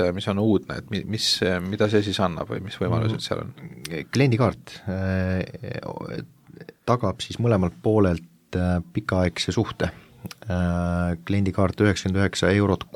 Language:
Estonian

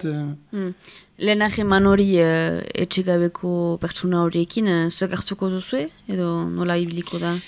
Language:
Basque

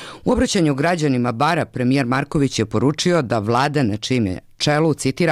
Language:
Serbian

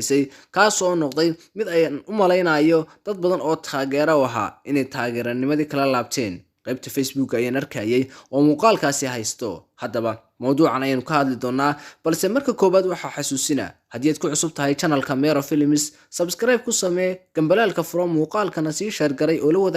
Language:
Somali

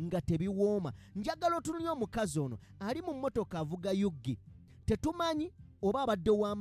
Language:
Ganda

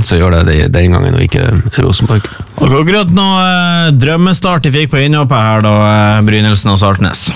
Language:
Norwegian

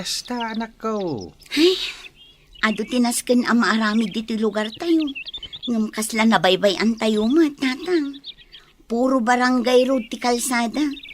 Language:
Iloko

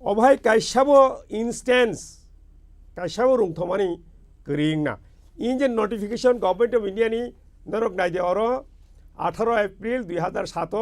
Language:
Kok Borok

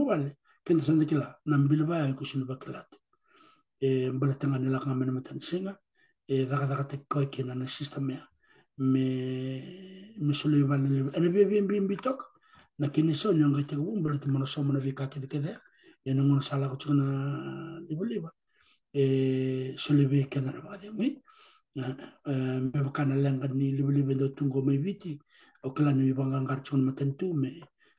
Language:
Fijian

